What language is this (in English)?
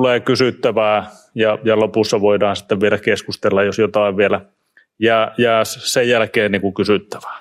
Finnish